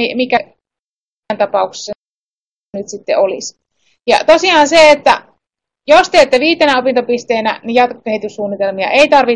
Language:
Finnish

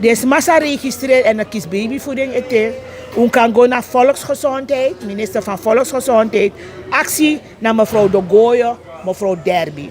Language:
Sranan Tongo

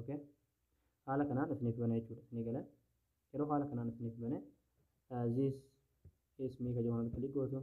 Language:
Oromo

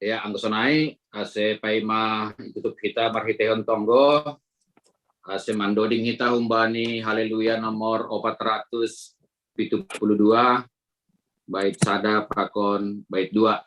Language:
Batak Simalungun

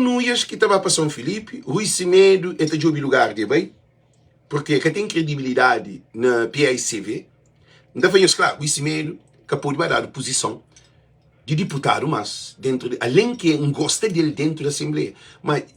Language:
Kabuverdianu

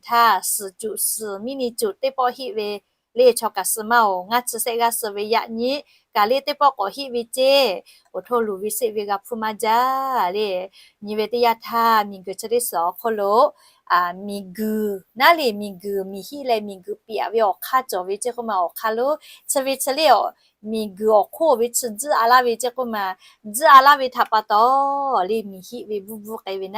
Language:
Lahu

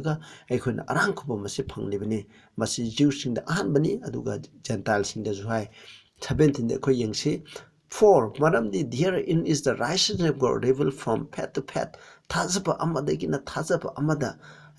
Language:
Manipuri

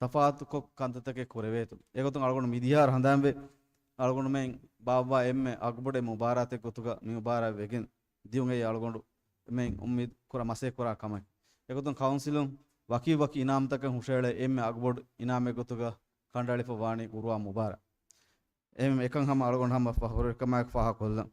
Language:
Divehi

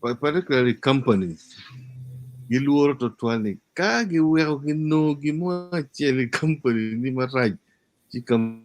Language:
Acoli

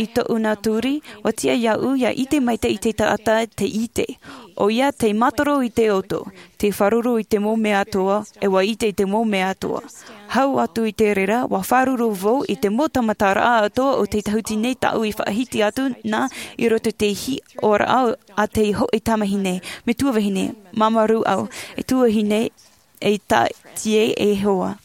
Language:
Tahitian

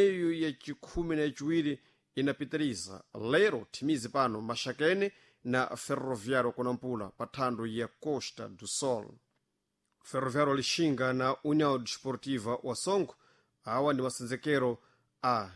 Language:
Sena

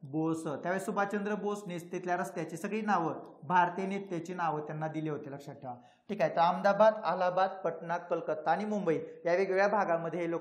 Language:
Marathi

